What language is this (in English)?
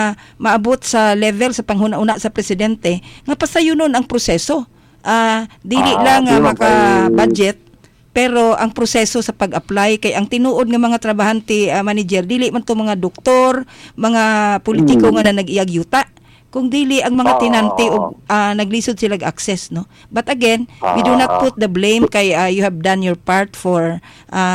Cebuano